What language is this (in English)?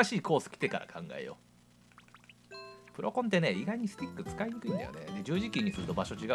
Japanese